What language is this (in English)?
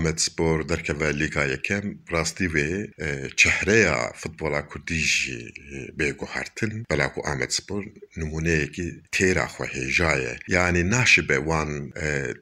Kurdish